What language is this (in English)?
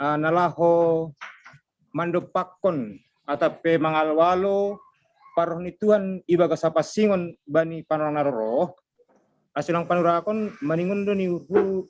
Batak Simalungun